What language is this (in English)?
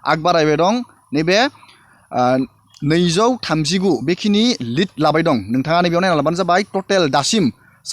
Bodo